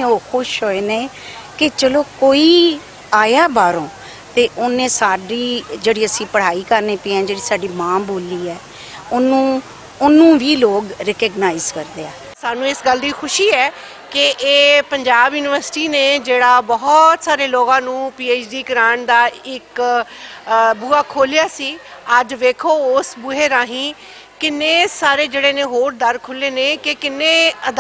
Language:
Western Panjabi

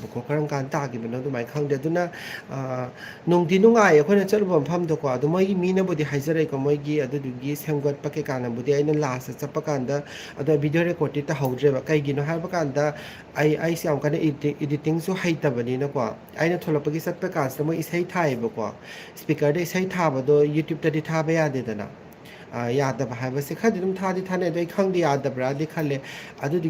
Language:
Manipuri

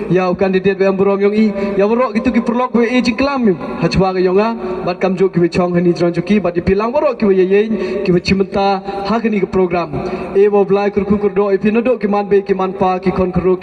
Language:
Pnar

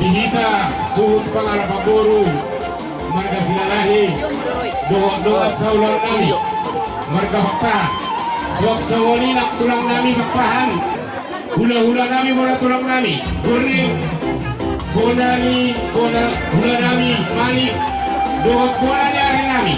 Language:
Batak Toba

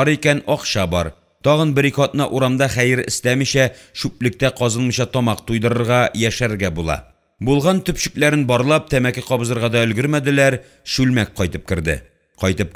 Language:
Tatar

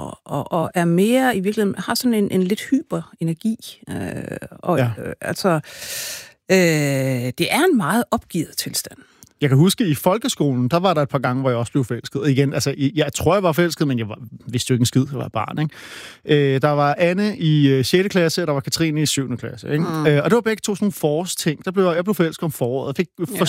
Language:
Danish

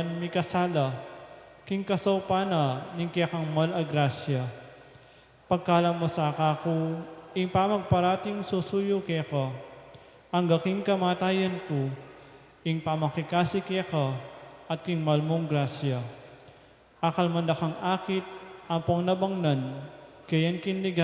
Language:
Pampanga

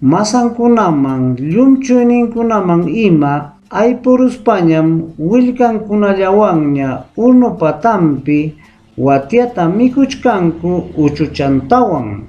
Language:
Ayacucho Quechua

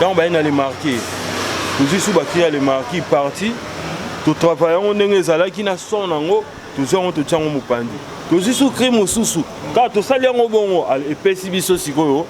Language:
Lingala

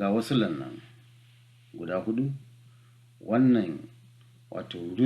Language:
Hausa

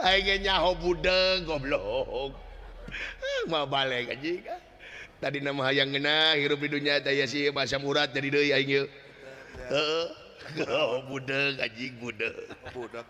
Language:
Sundanese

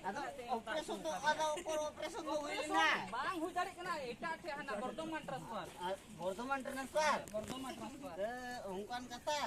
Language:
Santali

